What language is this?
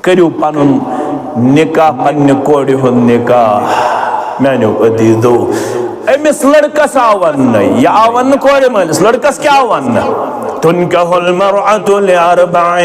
Kashmiri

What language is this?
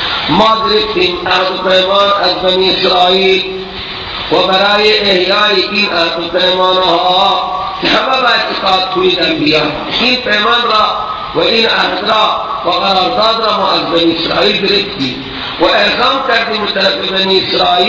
Persian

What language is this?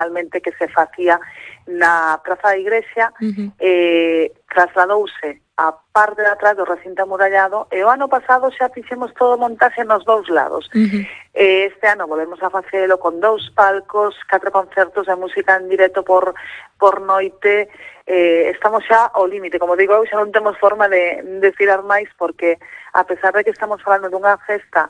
Galician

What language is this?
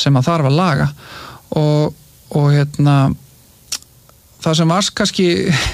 Icelandic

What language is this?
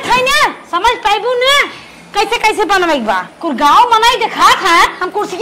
Awadhi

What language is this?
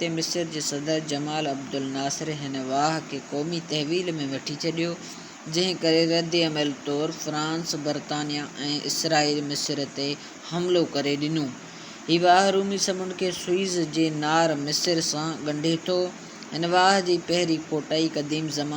Sindhi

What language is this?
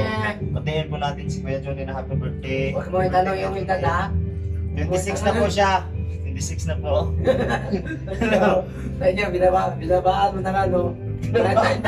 Filipino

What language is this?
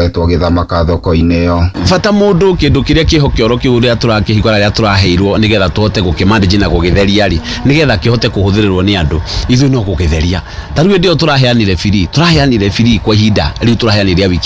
Kikuyu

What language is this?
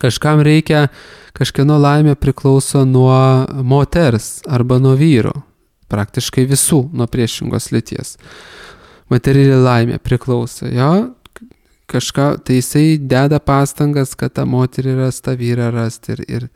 Lithuanian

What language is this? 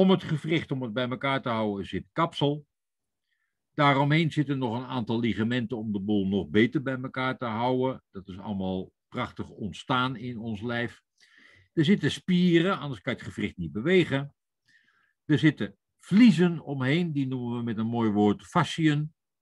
Dutch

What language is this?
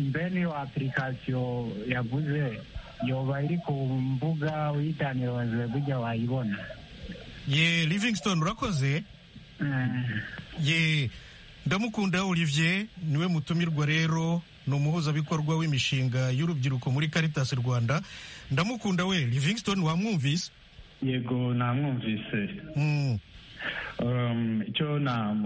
Kinyarwanda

